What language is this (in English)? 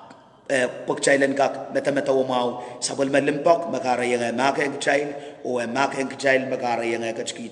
Pohnpeian